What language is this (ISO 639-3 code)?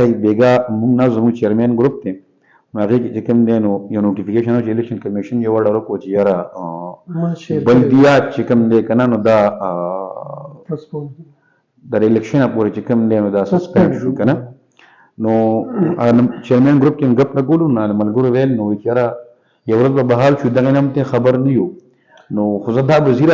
pus